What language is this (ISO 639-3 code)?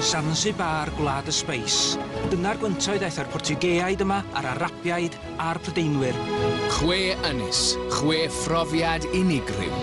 cym